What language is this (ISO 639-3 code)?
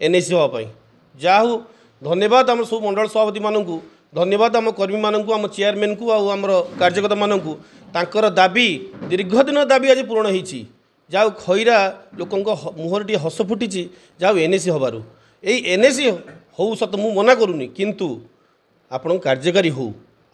ori